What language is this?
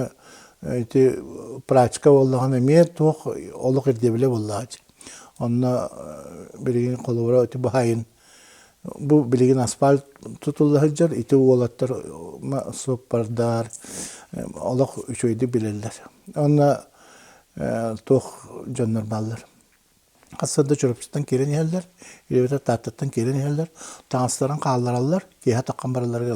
Yakut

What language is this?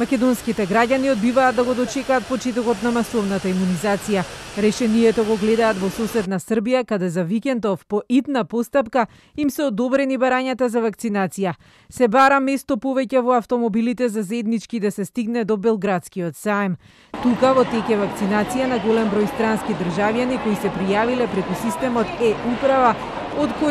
Macedonian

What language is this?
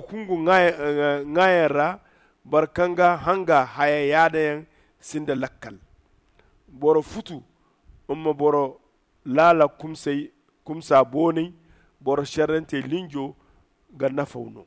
Zarma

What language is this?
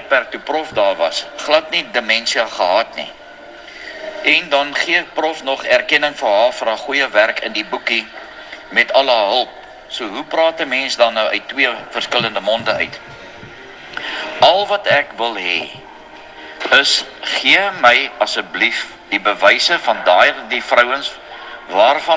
Afrikaans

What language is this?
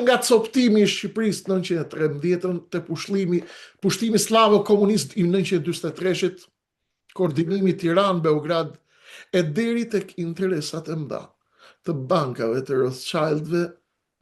Albanian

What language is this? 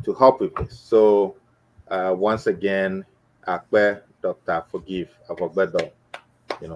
Ewe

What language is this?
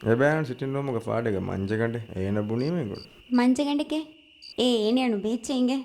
Divehi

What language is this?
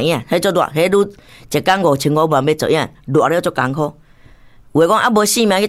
Min Nan Chinese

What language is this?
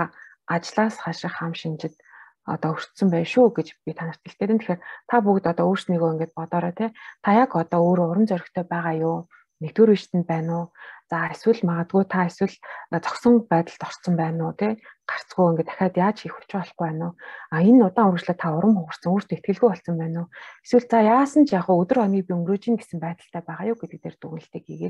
Mongolian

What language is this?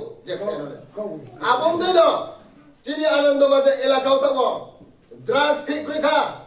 Riang (India)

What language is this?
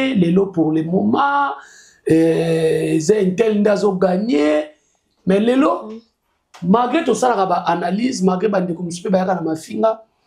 Lingala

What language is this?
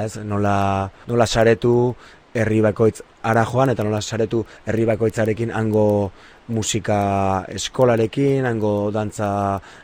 Basque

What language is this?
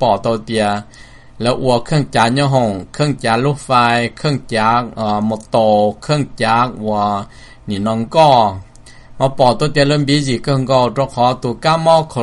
Hmong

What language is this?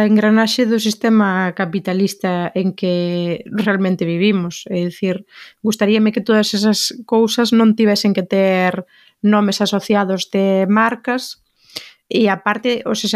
Galician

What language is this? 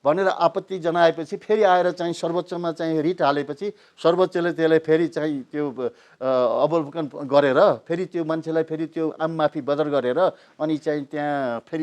Nepali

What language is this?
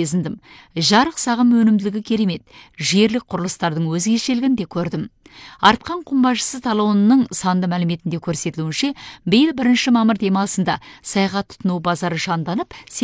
Kazakh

